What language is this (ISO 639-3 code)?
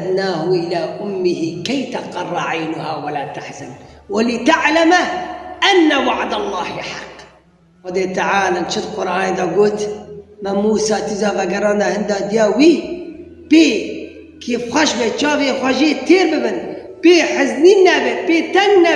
kur